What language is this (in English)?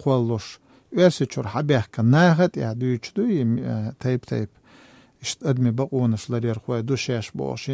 Chechen